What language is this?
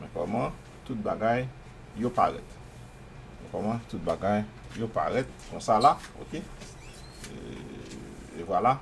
Haitian Creole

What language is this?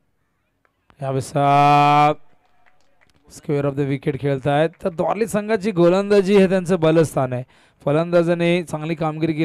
Marathi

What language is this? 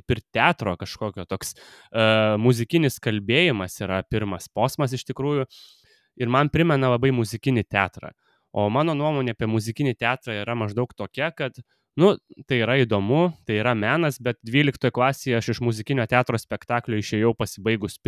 Lithuanian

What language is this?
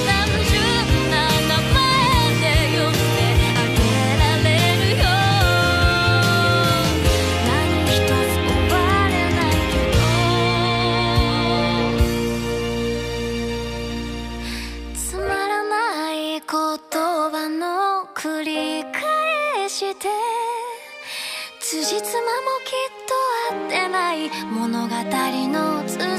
Japanese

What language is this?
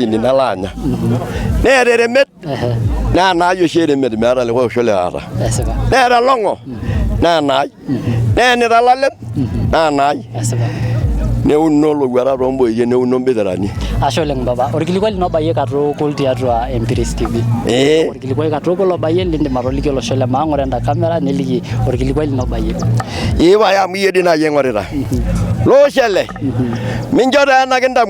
Masai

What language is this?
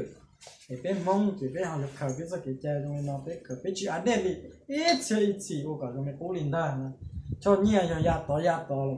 Hmong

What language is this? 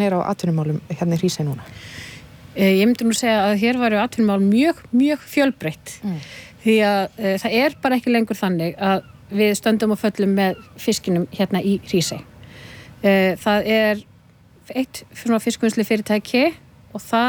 Icelandic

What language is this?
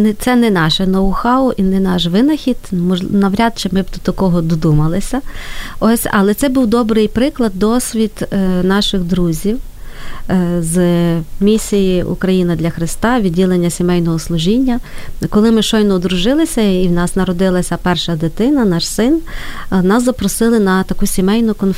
Ukrainian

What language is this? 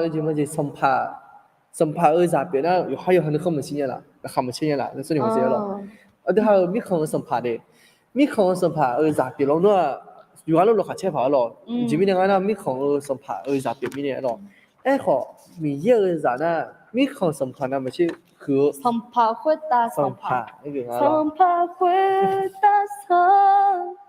Akha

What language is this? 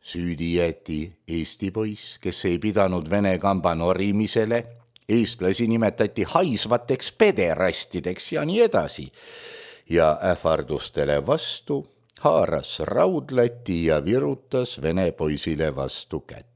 Estonian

